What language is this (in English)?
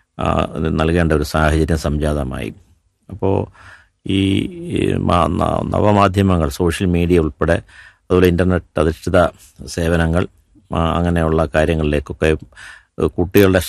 Malayalam